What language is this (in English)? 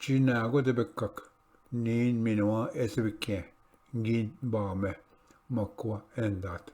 Ojibwa